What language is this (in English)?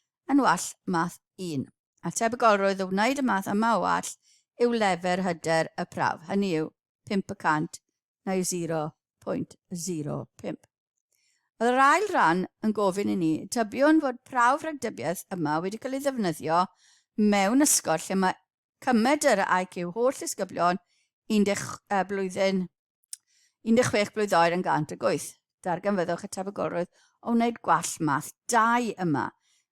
Welsh